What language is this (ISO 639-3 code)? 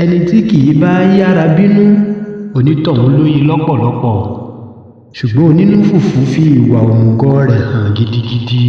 yor